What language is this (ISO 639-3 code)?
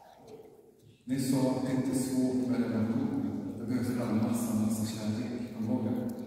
swe